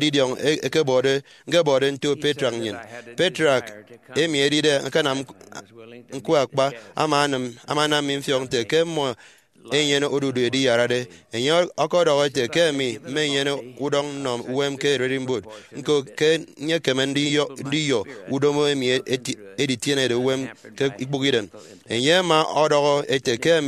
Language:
Efik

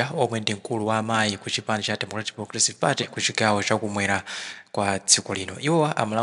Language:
Nyanja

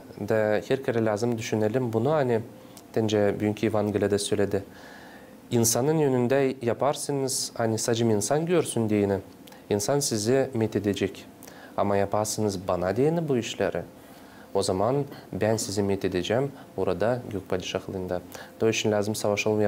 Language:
Gagauz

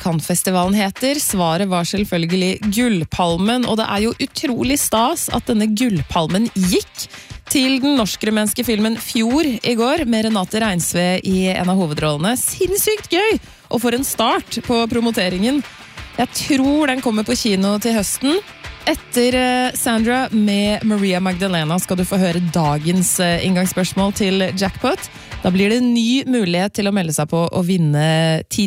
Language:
Norwegian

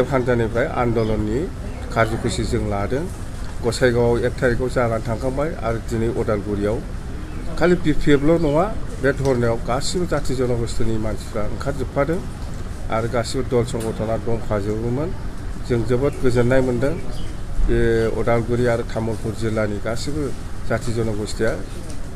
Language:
Bodo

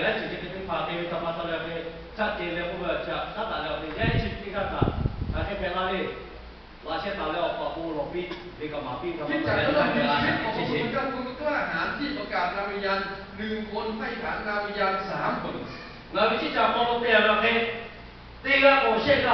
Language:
Lahu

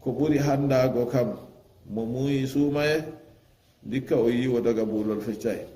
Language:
Fula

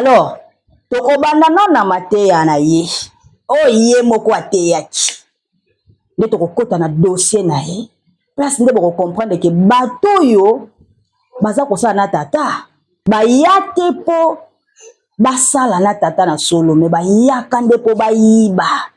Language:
Lingala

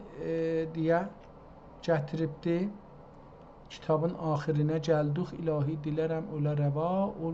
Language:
South Azerbaijani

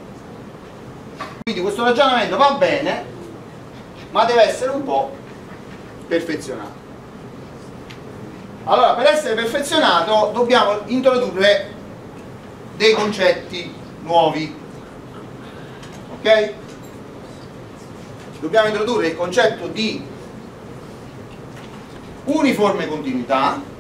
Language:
Italian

